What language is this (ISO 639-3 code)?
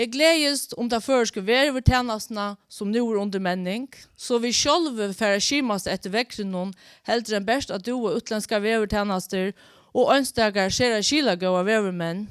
fao